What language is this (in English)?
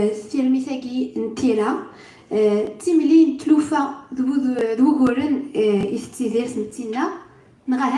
Kabyle